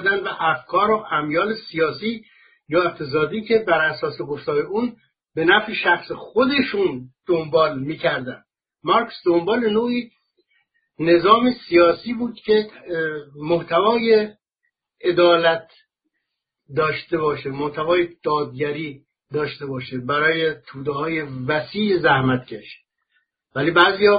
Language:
Persian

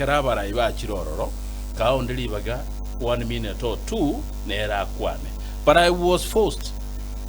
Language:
Gusii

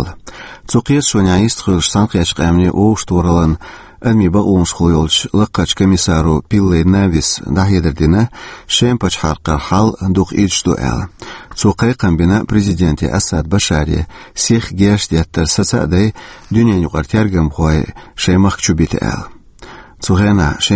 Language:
Chechen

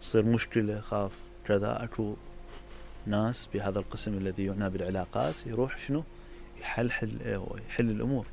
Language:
Mesopotamian Arabic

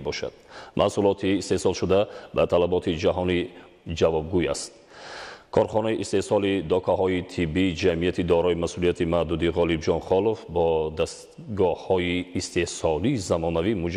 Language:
Tajik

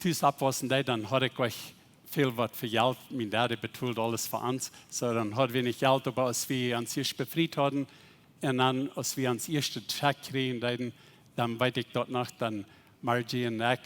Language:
Plautdietsch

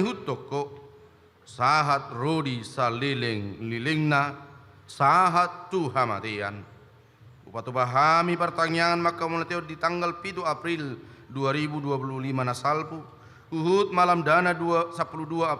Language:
Batak Toba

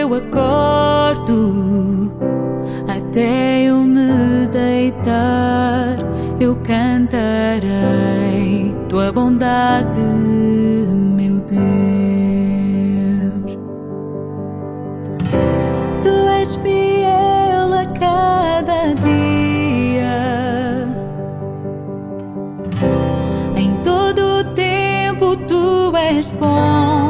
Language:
Portuguese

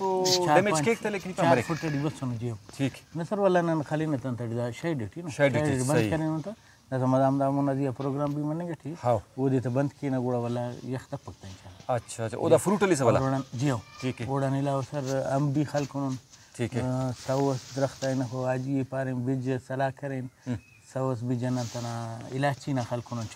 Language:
Brahui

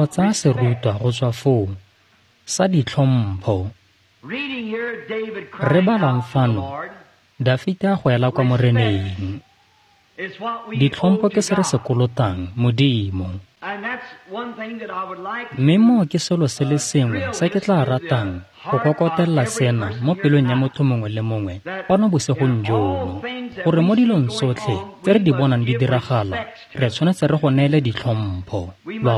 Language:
Tswana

